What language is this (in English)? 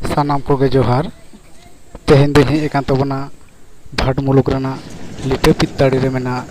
Santali